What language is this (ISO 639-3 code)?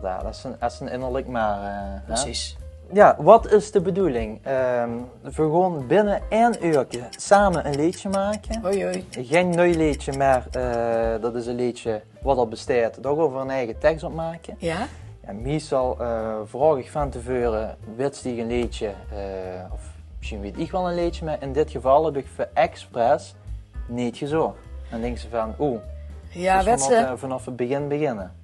lim